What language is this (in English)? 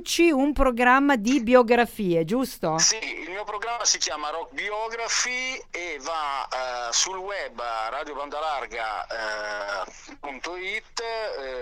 Italian